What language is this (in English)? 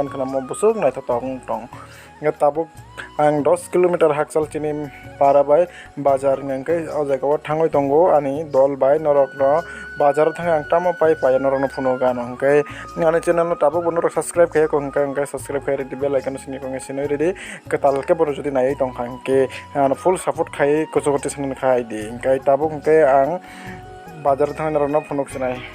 Kok Borok